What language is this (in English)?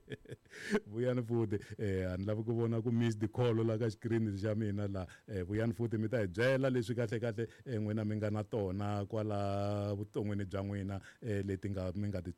Tsonga